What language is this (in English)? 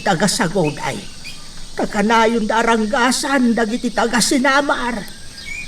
Iloko